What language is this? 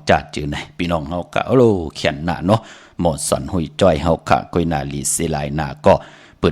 Shan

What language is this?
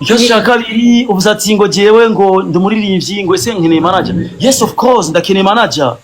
Rundi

